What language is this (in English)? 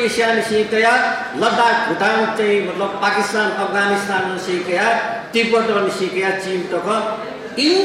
Newari